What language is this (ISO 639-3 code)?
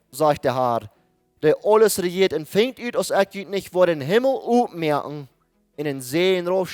pdt